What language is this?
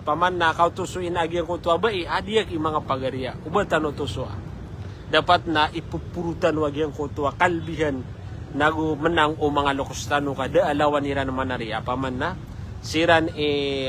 Maranao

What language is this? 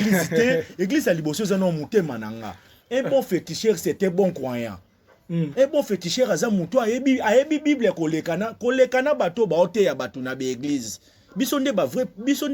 Lingala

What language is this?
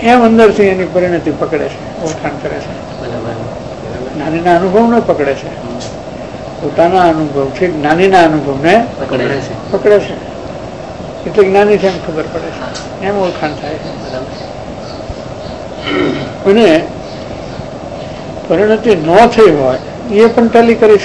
Gujarati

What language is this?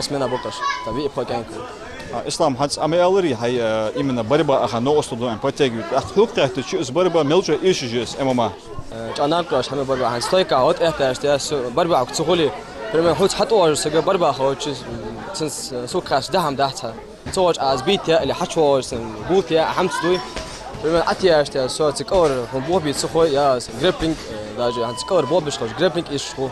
Ingush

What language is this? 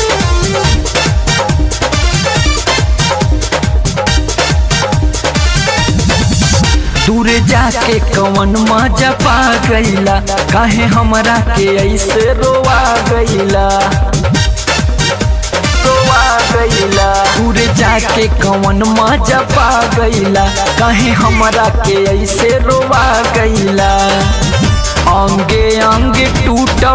Bhojpuri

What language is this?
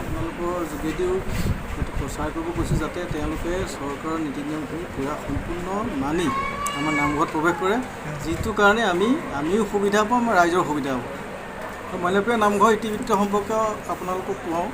Assamese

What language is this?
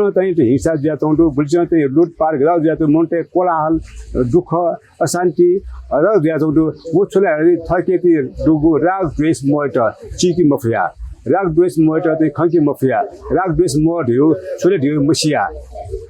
Newari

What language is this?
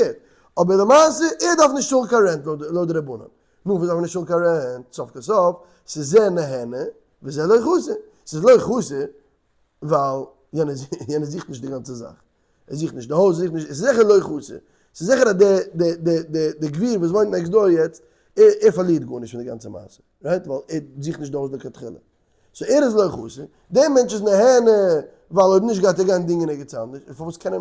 Yiddish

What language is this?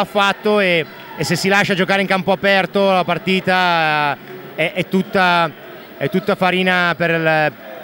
Italian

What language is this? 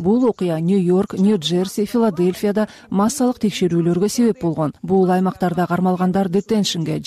Kyrgyz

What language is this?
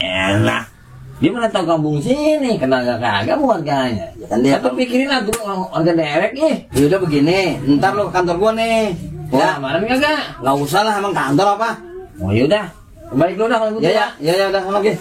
Betawi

